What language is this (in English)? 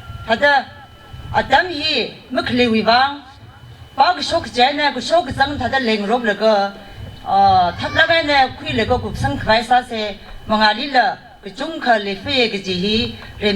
Tangkhul Naga (India)